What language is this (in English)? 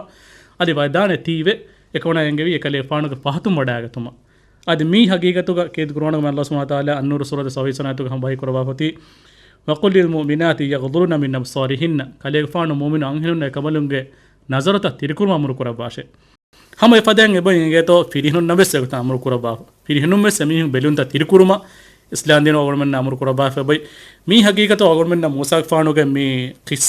Divehi